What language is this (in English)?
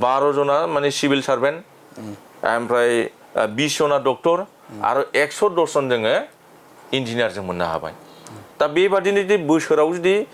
Bodo